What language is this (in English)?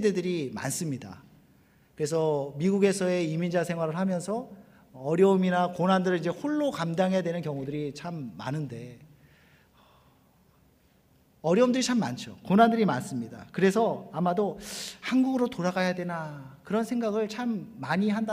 Korean